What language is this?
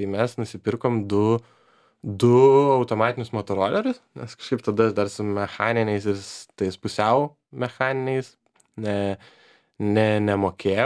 Lithuanian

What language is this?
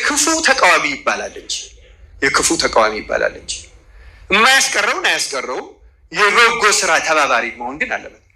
Amharic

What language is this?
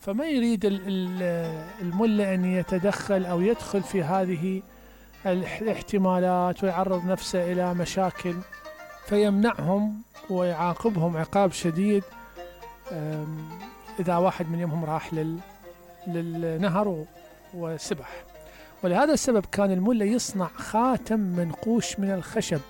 Mesopotamian Arabic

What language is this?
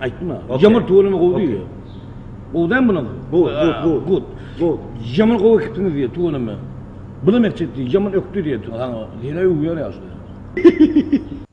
Turkmen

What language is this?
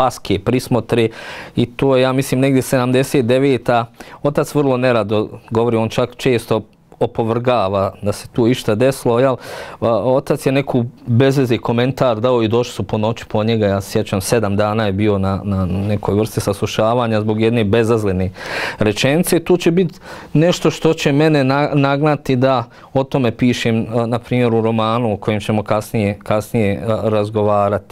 Bosnian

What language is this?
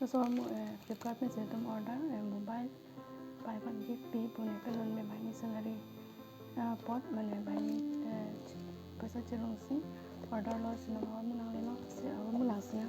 Karbi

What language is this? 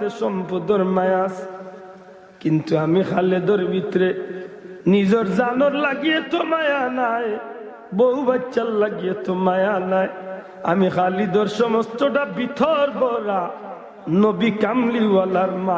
Sylheti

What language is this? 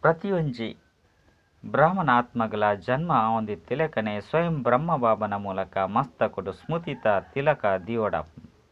Tulu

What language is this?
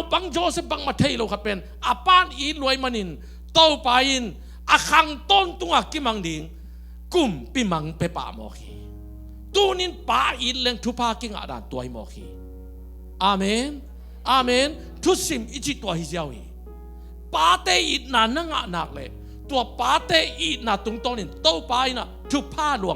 Tedim Chin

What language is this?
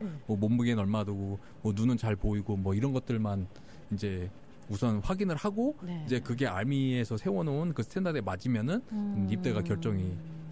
Korean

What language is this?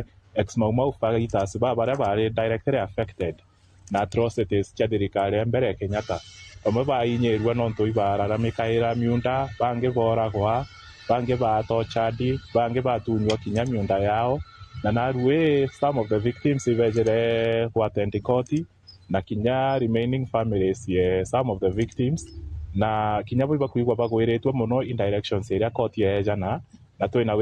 Meru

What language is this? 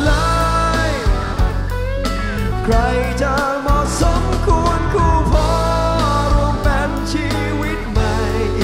Thai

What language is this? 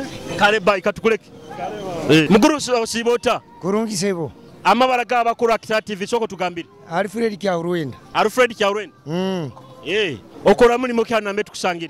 Nyoro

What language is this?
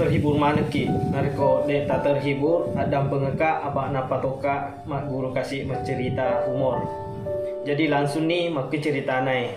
Buginese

